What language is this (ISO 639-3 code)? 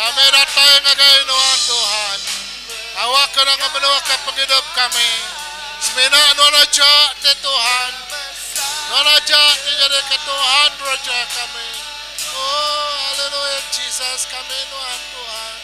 iba